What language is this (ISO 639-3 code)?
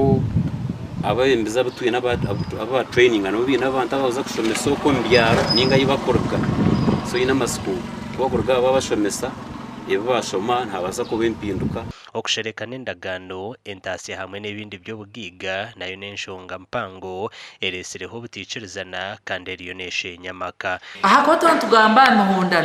nyn